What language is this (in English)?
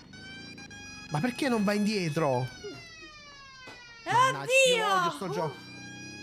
Italian